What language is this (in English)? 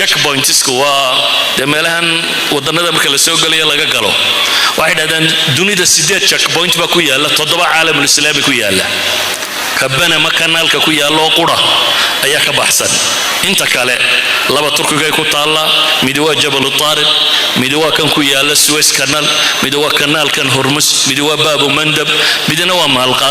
Somali